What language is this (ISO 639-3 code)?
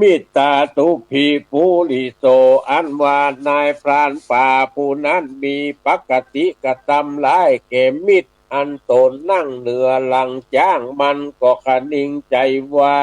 nod